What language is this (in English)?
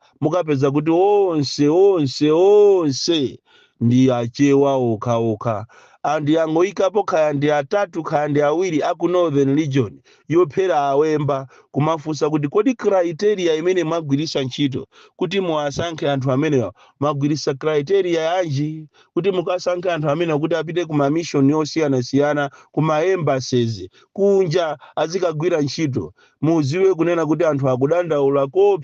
Nyanja